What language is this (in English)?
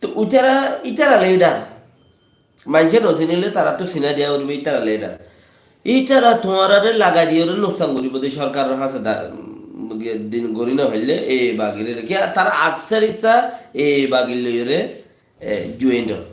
Rohingya